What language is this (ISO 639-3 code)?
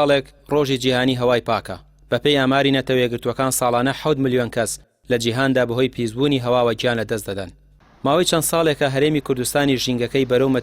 ckb